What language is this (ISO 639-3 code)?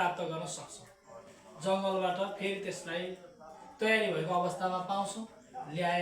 nep